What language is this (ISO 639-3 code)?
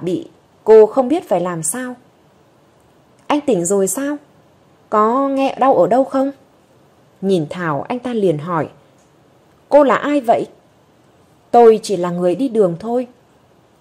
vie